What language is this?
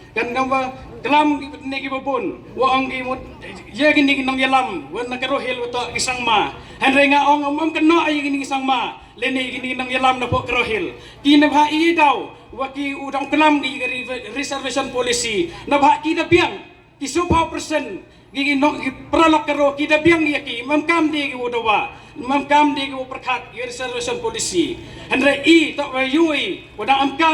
Pnar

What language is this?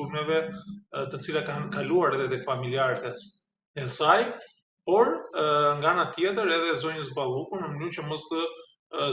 Albanian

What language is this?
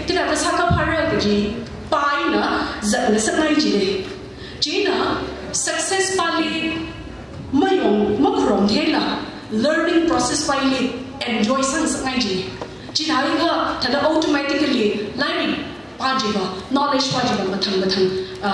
Tangkhul Naga (India)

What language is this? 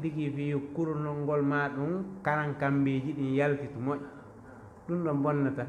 Fula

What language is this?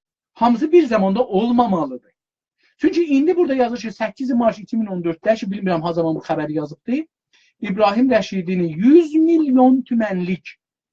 South Azerbaijani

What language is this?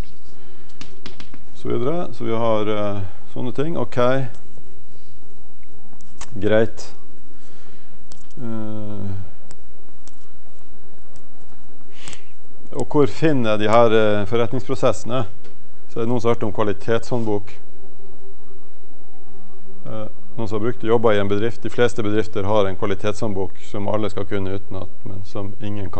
Norwegian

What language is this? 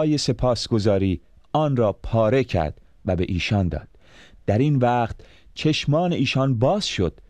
Persian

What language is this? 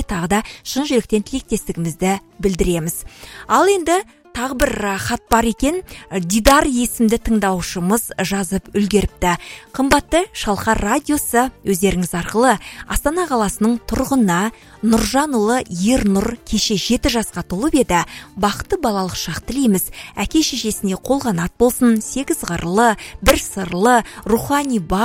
Kazakh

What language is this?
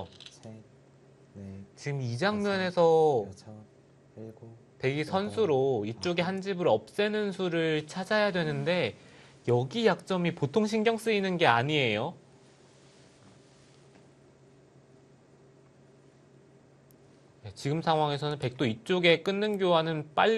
Korean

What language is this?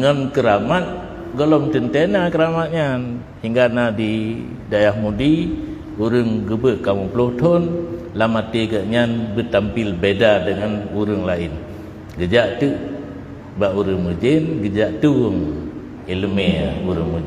Achinese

